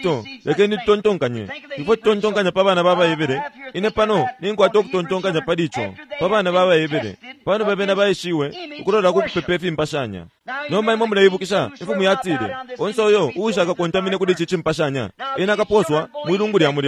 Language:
Bemba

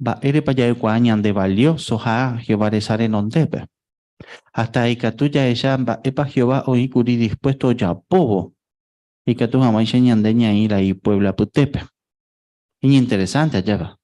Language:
Guarani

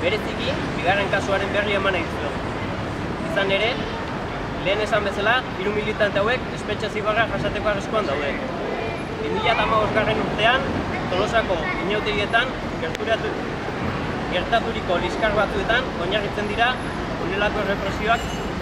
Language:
Basque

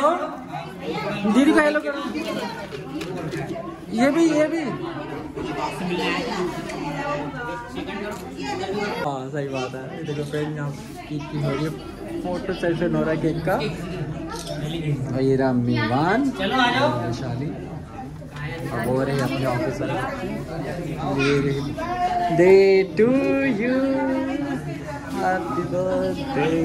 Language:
Hindi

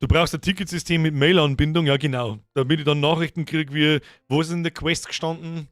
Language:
Bavarian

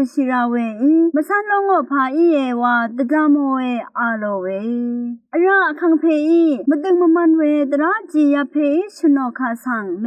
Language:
Rawang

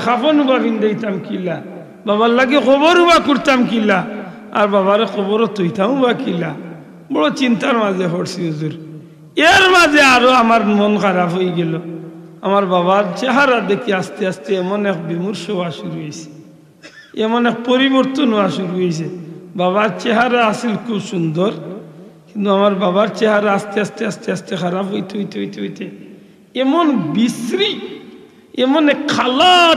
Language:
Sylheti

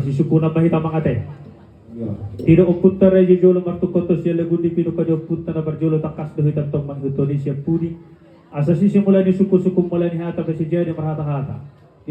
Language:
Batak Toba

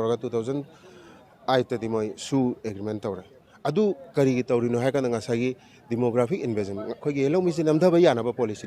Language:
Manipuri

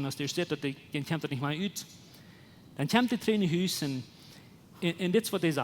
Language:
Plautdietsch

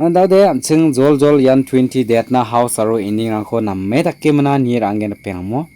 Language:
Garo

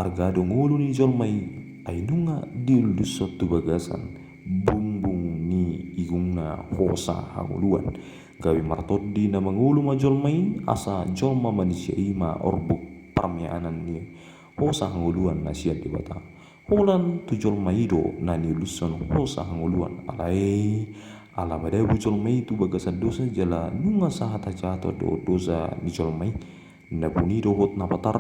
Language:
Batak Toba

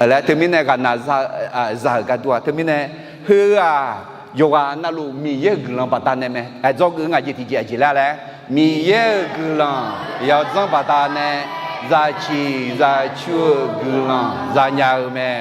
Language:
Akha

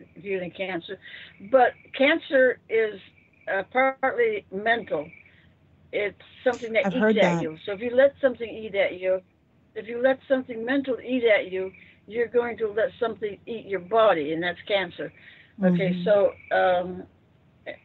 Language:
English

